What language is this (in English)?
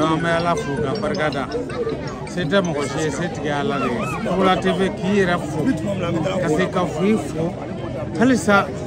Bambara